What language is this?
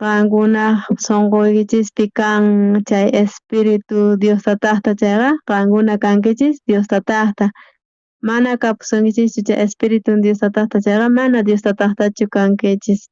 South Bolivian Quechua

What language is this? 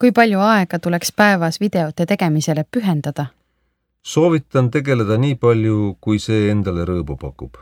Estonian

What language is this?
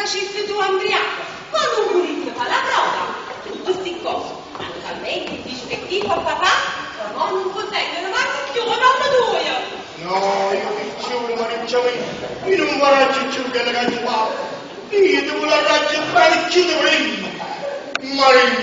Neapolitan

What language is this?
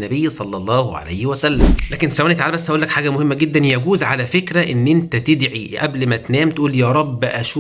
Egyptian Arabic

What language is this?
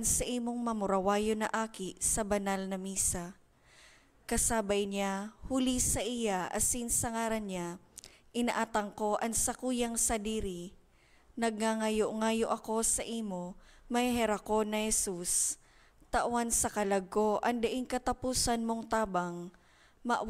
Bikol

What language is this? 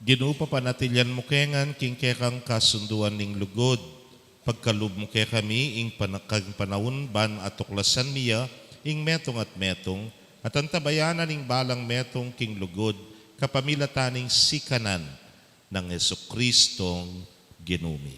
Pampanga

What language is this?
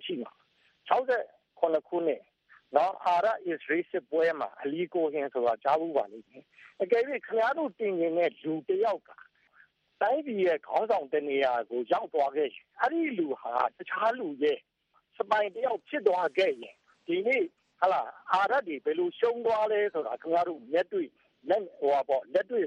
Burmese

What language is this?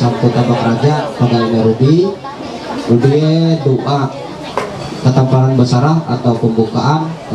Ma'anyan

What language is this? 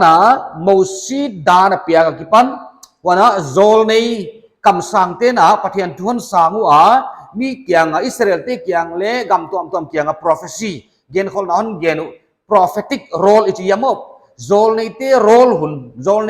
Paite Chin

